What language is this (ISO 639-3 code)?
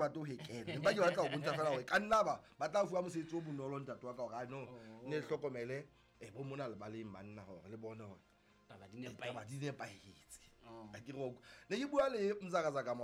sot